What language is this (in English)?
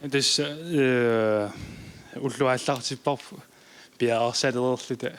Kalaallisut